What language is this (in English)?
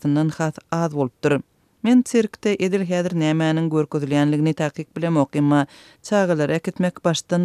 Turkmen